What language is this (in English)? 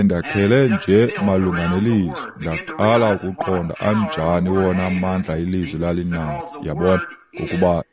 Xhosa